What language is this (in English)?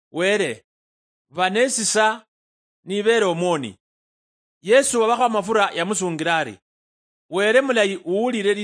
Luyia